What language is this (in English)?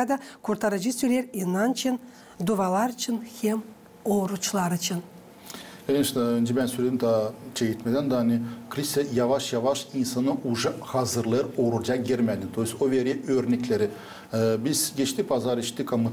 Gagauz